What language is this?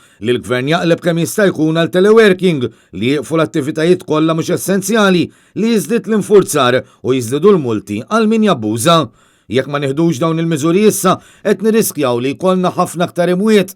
Maltese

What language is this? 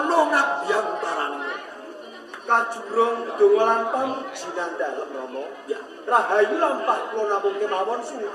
Javanese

